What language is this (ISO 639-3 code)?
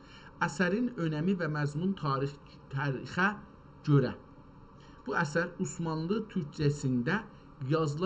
azb